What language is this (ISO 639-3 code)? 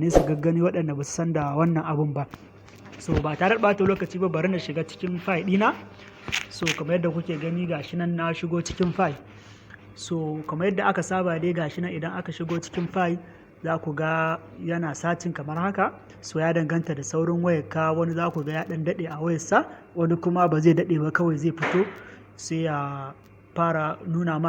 hau